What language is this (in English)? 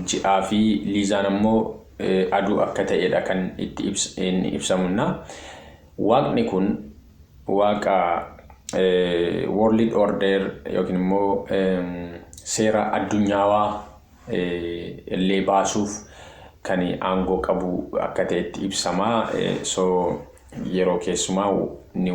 Oromo